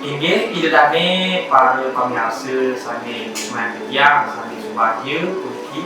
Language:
Balinese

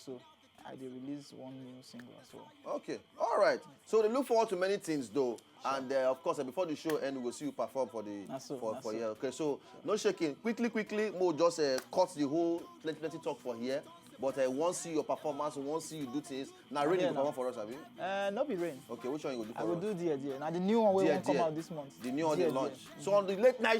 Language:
Nigerian Pidgin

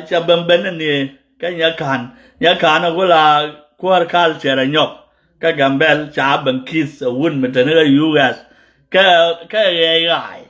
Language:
Nuer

